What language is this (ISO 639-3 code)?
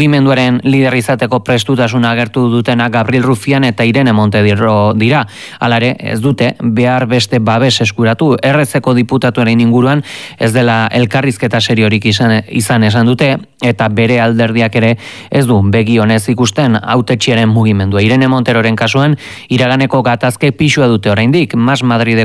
eus